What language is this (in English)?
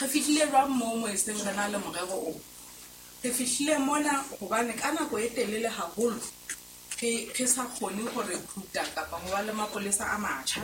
Southern Sotho